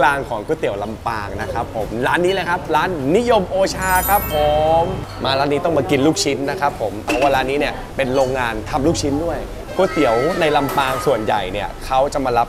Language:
Thai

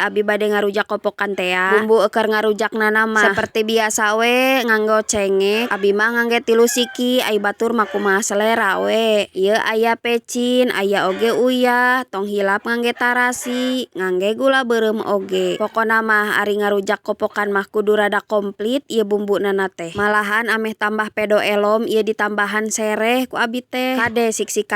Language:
Sundanese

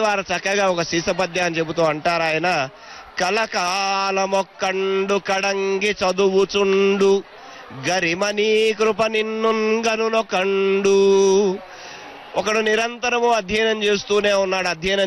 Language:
Telugu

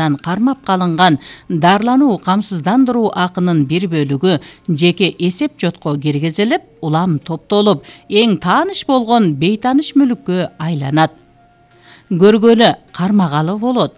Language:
Kyrgyz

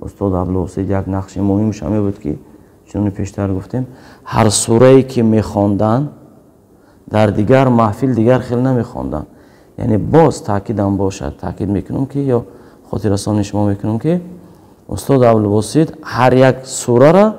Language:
Tajik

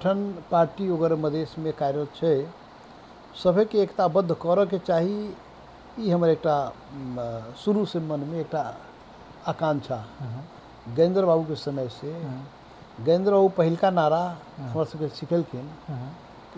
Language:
Maithili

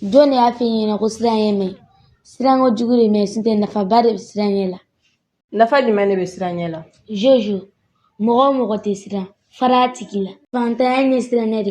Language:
Bambara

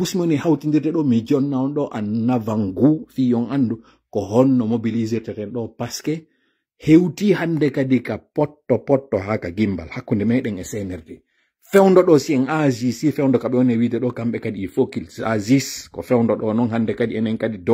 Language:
Pular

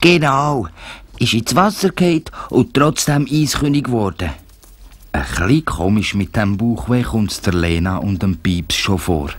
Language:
Swiss German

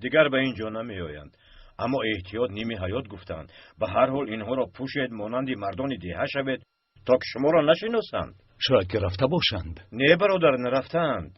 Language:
Tajik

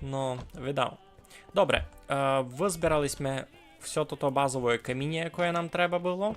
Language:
Rusyn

